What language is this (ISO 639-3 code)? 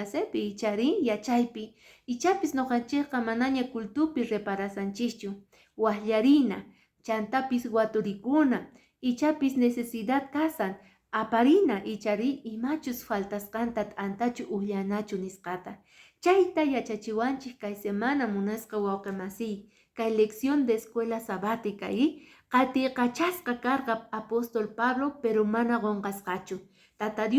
que